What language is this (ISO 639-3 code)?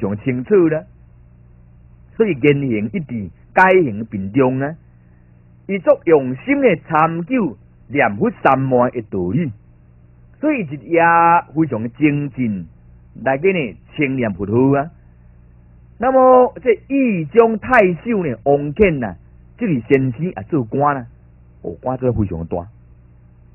zho